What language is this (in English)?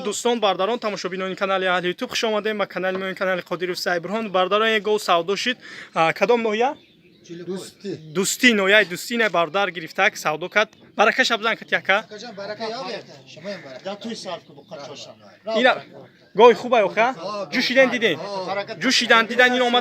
Tajik